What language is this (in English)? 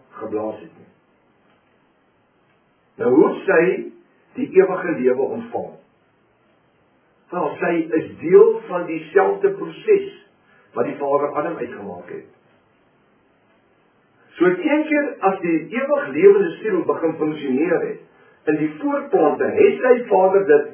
Afrikaans